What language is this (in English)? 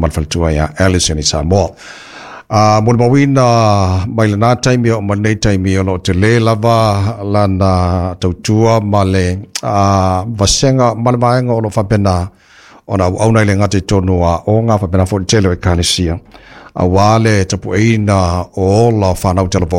Samoan